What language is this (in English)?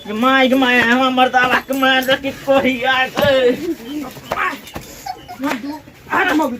Maithili